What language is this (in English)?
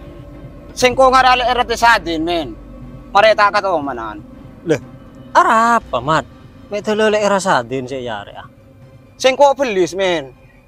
Madurese